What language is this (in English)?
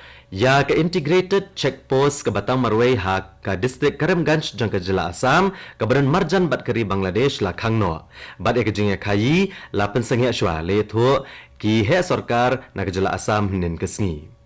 Khasi